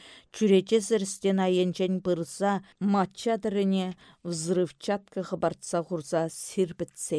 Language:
Chuvash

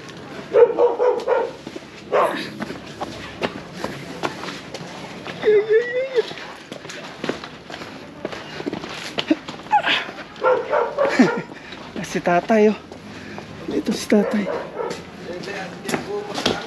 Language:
Filipino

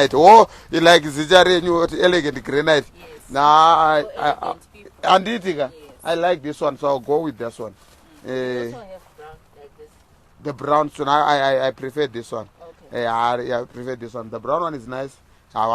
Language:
Shona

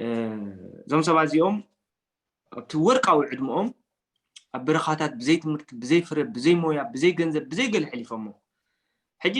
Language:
Tigrinya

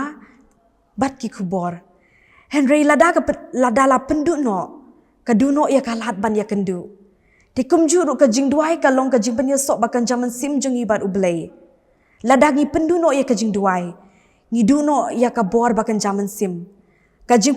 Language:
Khasi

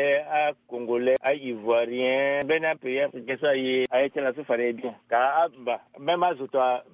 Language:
Sango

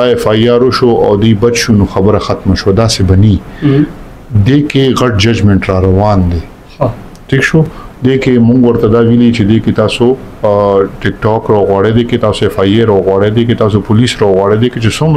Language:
Pashto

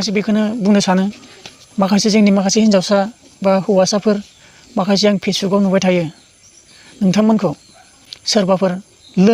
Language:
Bodo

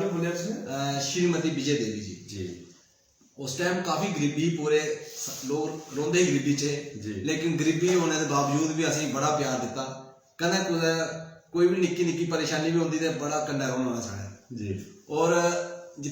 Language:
Dogri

